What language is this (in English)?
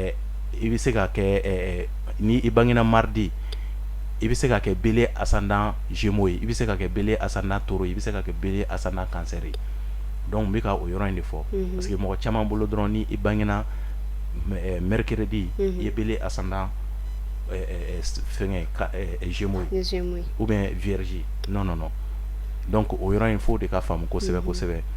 Bambara